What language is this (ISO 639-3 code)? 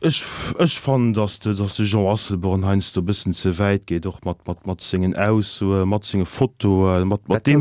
ltz